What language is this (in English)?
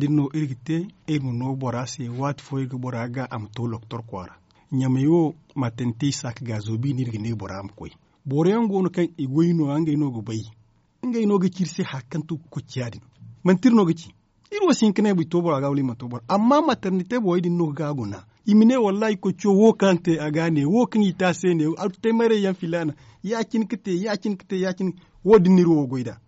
Zarma